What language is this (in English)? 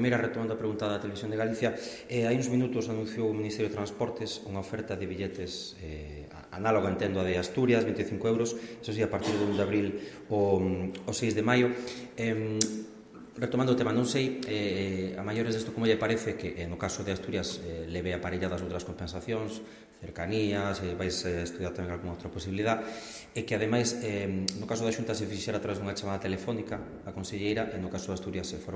Galician